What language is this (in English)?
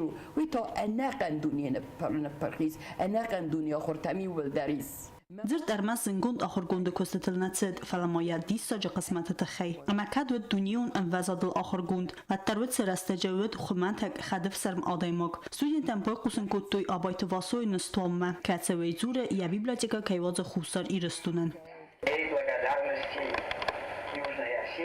Ossetic